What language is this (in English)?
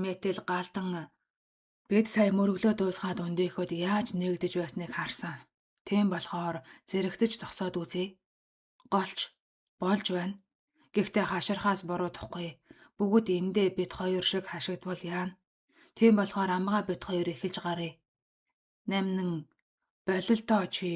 Mongolian